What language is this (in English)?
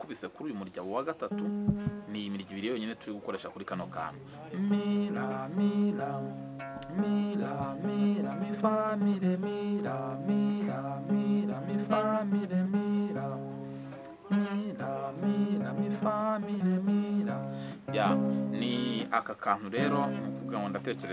Kinyarwanda